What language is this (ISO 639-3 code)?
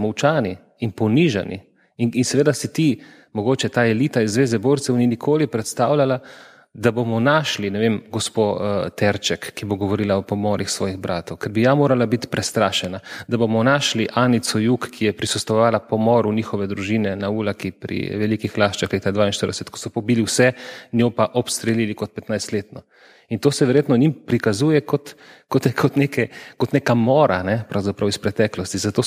slv